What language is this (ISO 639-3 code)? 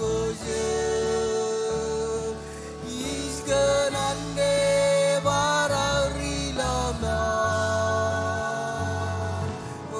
mah